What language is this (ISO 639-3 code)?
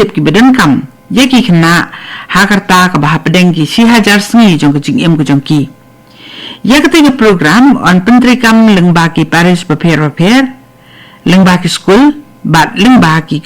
kha